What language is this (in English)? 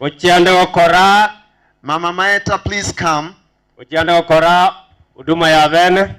Gusii